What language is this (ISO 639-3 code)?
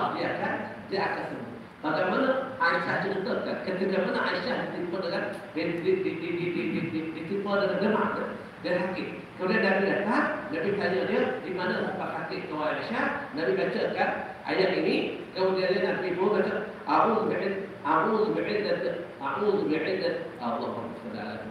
msa